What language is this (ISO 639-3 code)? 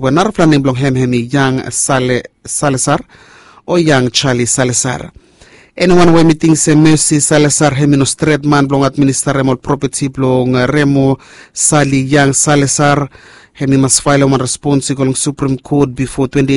bis